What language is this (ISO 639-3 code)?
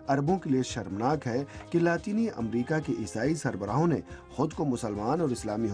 urd